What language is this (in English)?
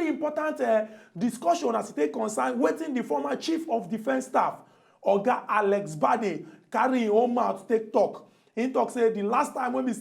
Nigerian Pidgin